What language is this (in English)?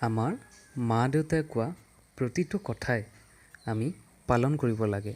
Assamese